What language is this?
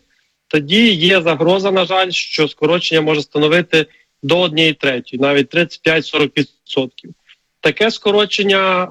Ukrainian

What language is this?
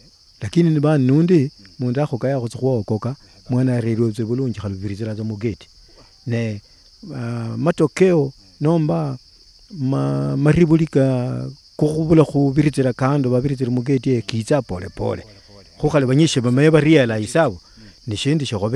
Luyia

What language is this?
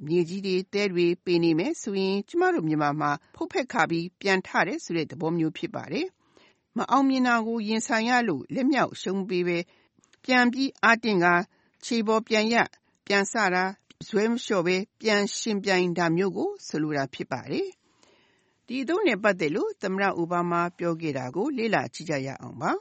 Burmese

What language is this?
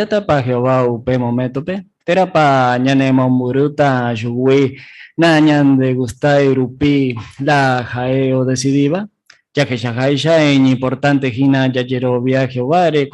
Guarani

